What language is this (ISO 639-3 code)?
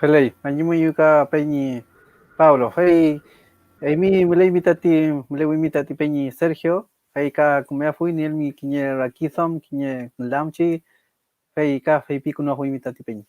arn